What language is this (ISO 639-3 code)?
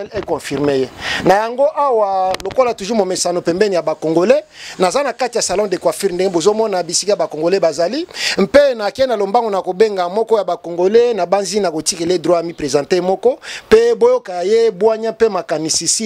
lin